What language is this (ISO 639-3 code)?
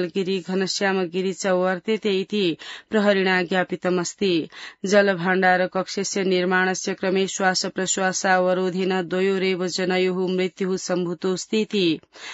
san